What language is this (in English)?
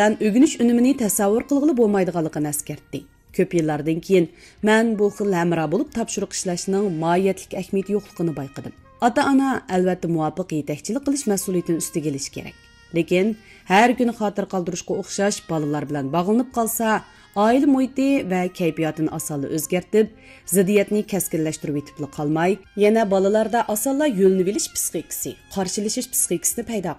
Uyghur